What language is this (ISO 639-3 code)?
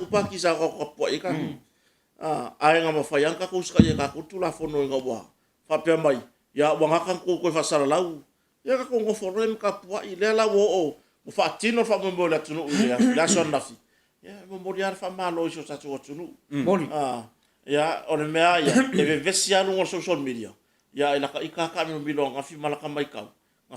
smo